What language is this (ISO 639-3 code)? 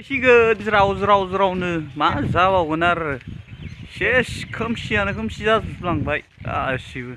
brx